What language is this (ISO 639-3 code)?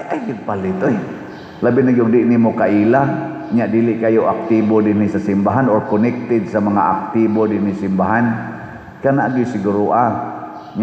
ceb